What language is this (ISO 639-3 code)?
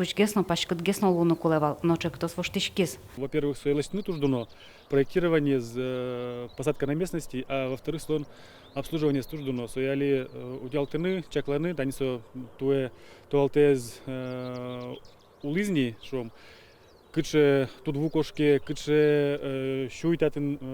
udm